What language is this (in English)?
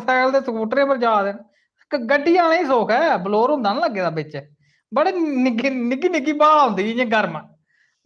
Dogri